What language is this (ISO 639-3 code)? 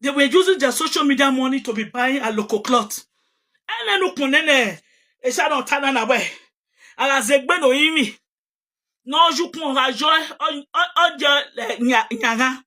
pcm